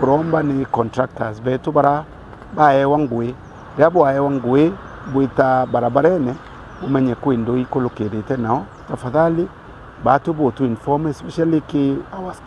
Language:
Meru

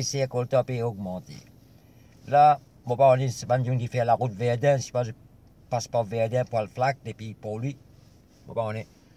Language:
Morisyen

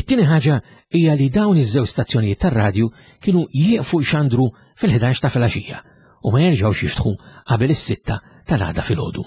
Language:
Maltese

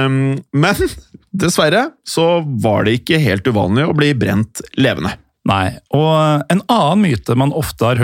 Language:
Norwegian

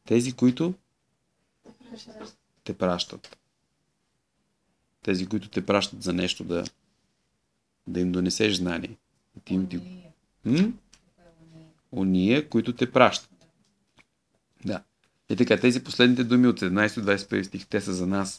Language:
Bulgarian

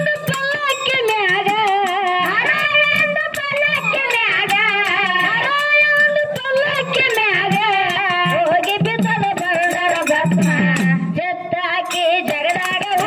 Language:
Kannada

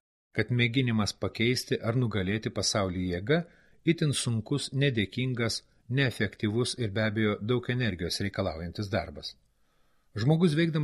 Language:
Lithuanian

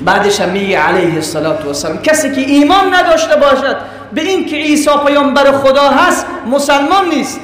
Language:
Persian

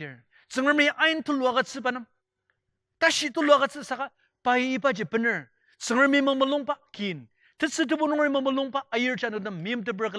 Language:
Ao Naga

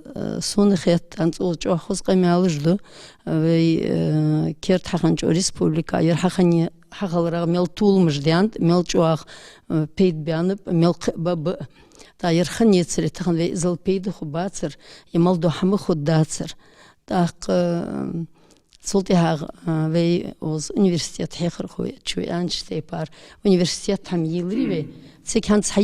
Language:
Ingush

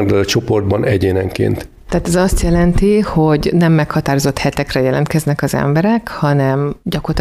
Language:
Hungarian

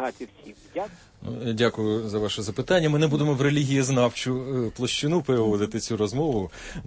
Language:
Ukrainian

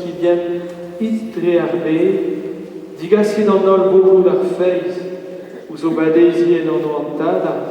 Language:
Breton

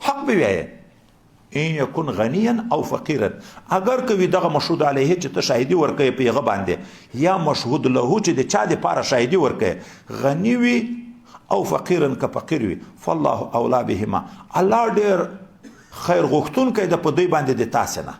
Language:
Pashto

